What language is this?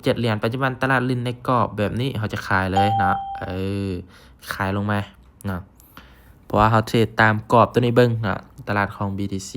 Lao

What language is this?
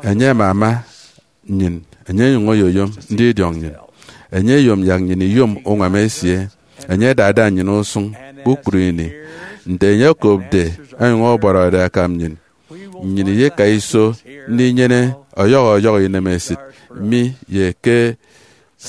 Efik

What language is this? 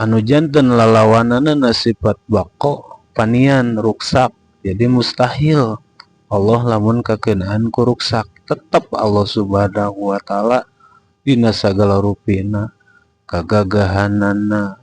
Sundanese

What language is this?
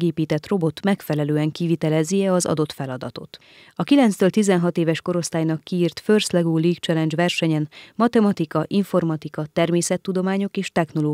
Hungarian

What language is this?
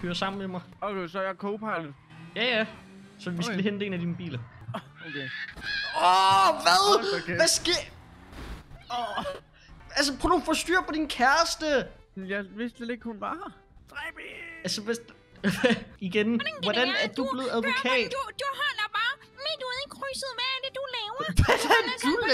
Danish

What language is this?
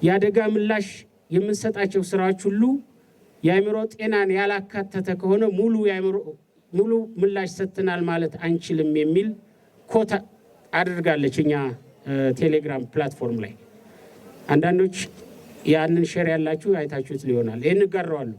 Amharic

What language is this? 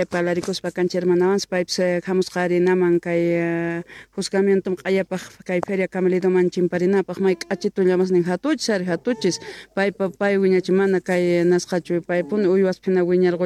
Quechua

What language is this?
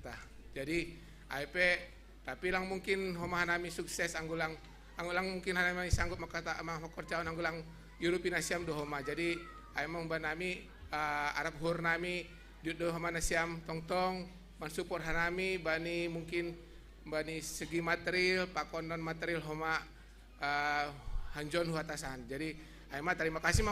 Batak Simalungun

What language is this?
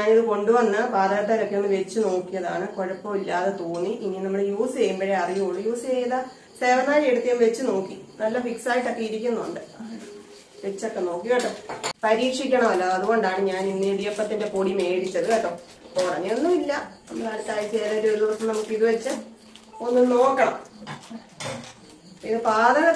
Malayalam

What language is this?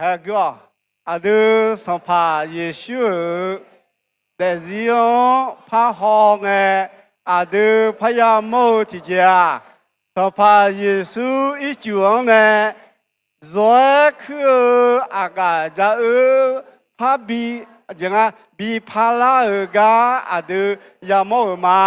Akha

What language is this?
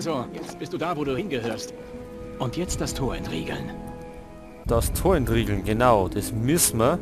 Bavarian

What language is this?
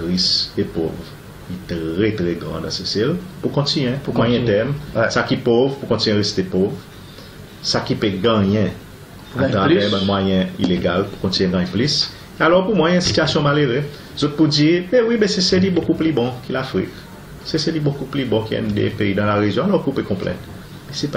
Seselwa Creole French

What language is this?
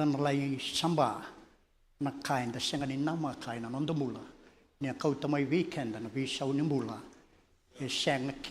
Fijian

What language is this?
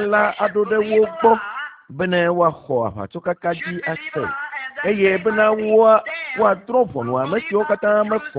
Ewe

